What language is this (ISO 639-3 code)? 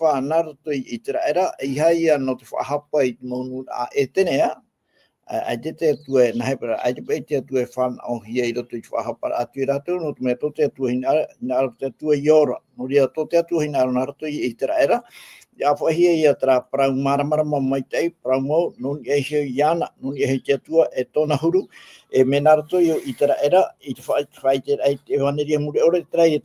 tah